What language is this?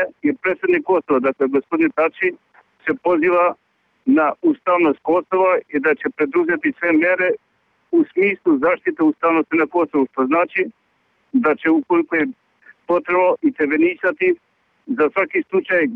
Serbian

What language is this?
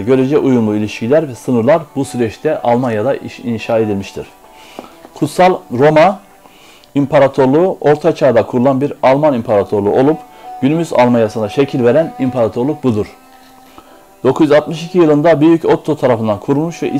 Turkish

